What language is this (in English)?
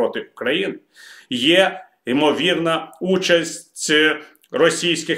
Ukrainian